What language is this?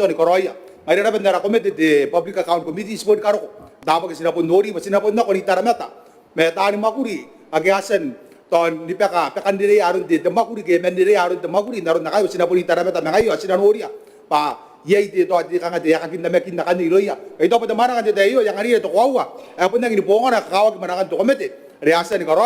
Gilbertese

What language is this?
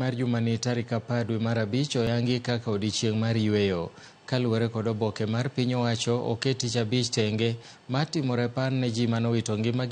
Luo (Kenya and Tanzania)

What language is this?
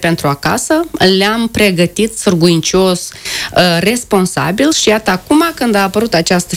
Romanian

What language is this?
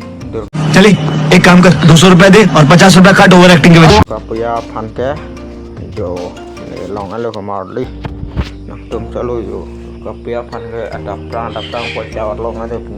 Karbi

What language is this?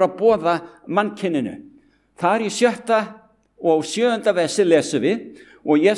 Icelandic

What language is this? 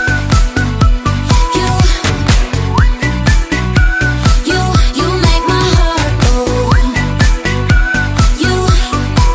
English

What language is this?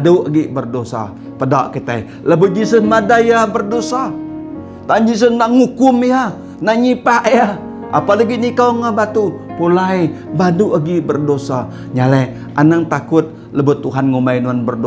Iban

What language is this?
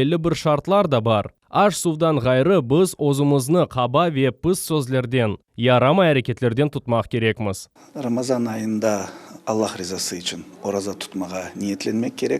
Crimean Tatar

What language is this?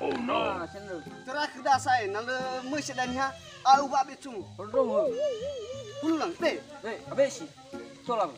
Nias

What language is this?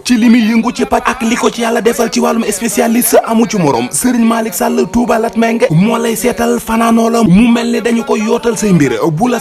Wolof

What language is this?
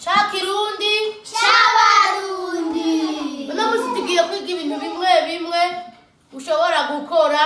Rundi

